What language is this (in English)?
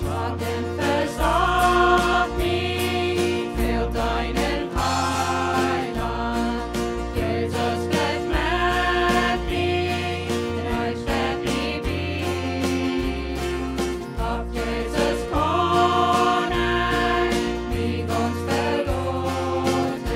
Plautdietsch